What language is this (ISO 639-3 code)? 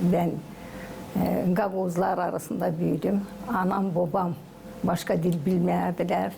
gag